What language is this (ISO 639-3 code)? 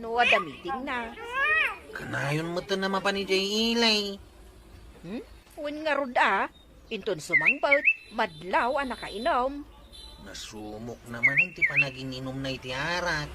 ilo